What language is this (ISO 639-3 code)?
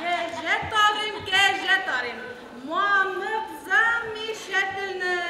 bak